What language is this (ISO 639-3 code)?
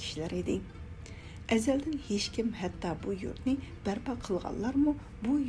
uig